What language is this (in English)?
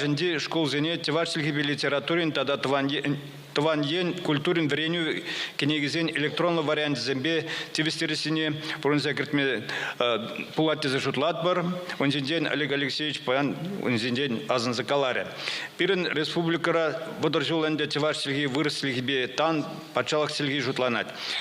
Chuvash